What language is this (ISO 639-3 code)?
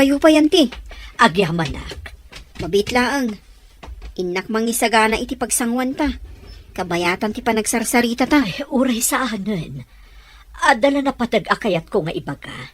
ilo